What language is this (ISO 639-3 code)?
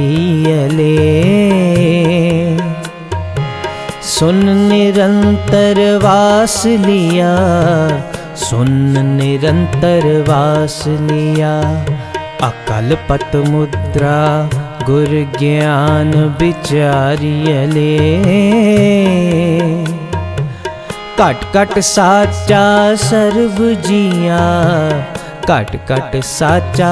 pan